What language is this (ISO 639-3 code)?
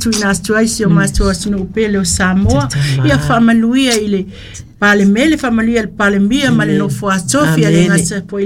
smo